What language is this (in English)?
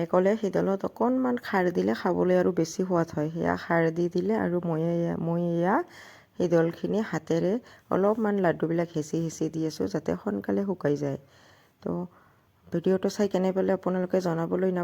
Assamese